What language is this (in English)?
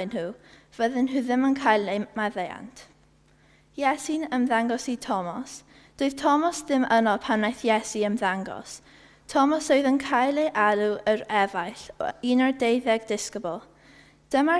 Welsh